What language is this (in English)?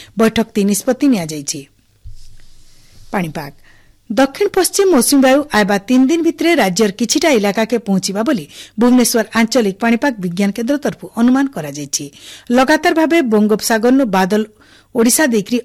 Odia